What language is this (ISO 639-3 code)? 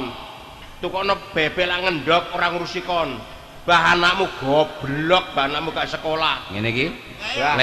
jav